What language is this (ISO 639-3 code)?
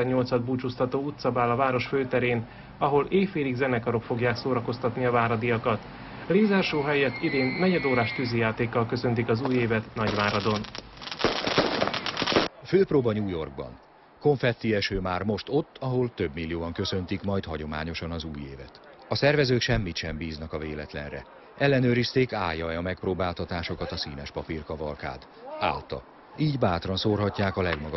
hun